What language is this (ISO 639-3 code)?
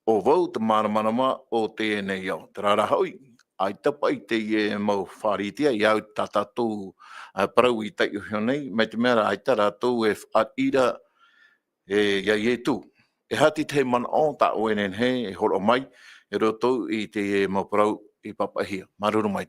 tah